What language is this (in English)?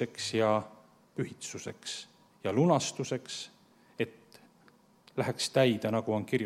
Estonian